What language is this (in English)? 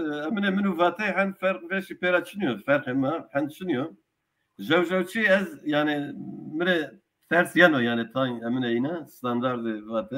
Zaza